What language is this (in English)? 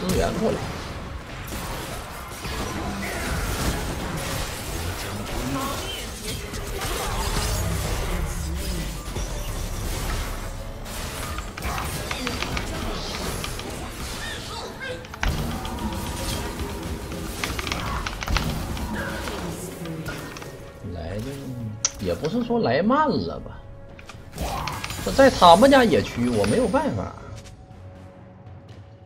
Chinese